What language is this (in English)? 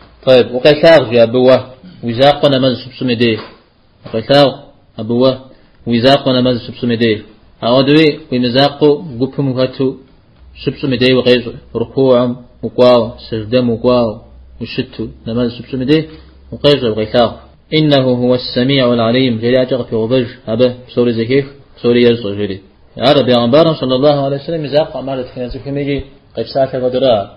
Kabardian